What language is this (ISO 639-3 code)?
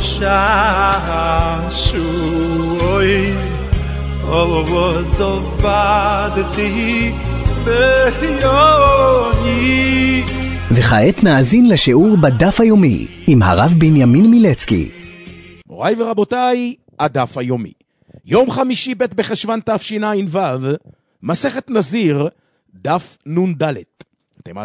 heb